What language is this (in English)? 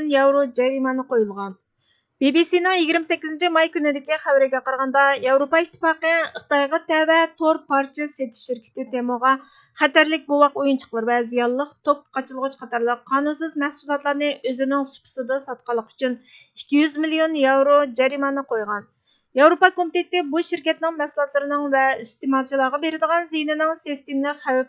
Uyghur